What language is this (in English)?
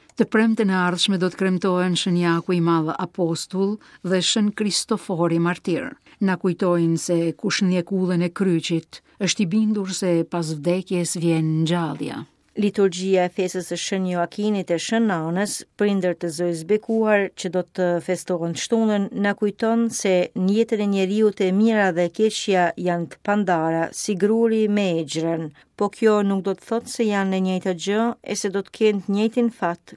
Albanian